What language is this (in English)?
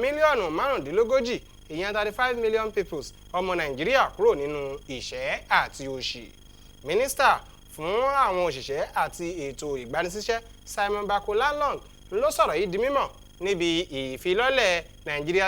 Yoruba